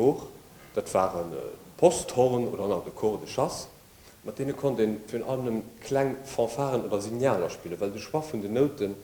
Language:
Luxembourgish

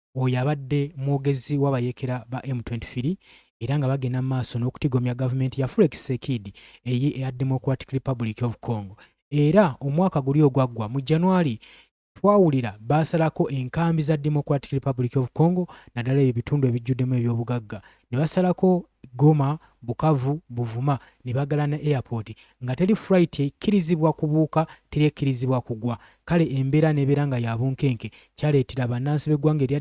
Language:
Ganda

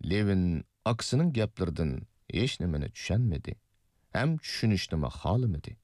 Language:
Uyghur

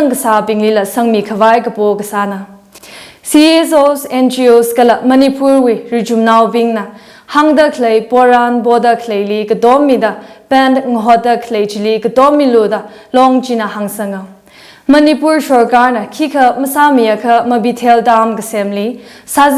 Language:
Tangkhul Naga (India)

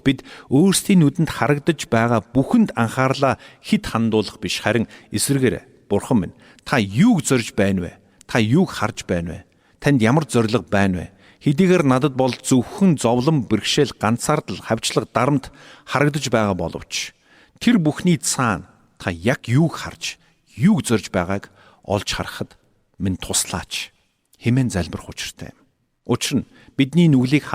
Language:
Mongolian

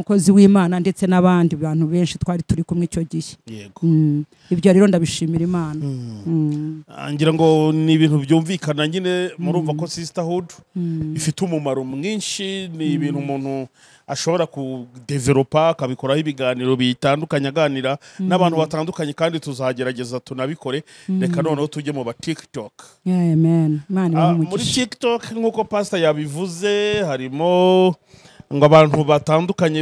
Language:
Kinyarwanda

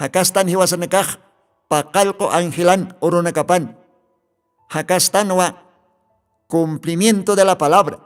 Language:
Aymara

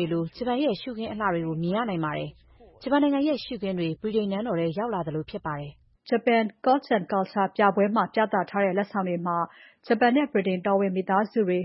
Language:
Burmese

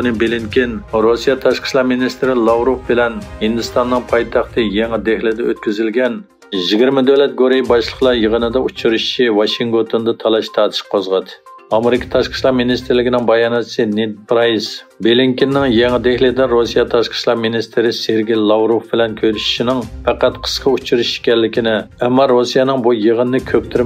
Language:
Uyghur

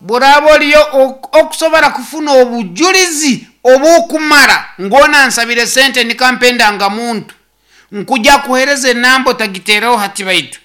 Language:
Nyoro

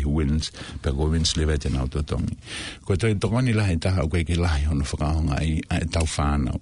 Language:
Tongan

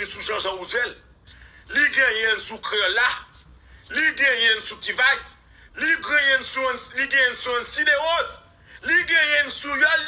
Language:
Haitian Creole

